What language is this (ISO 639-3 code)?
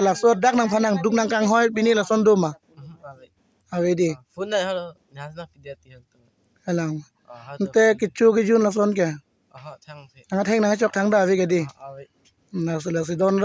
mjw